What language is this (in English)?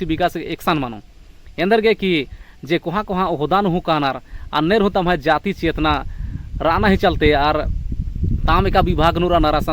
Kurukh